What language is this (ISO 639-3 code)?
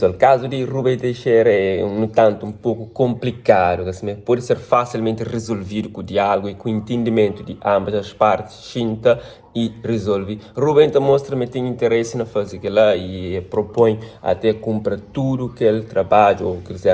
kea